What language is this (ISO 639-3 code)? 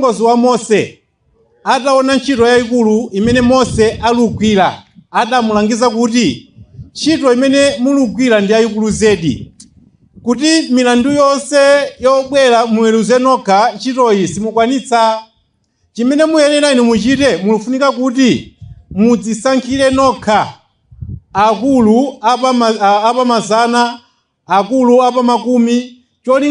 nya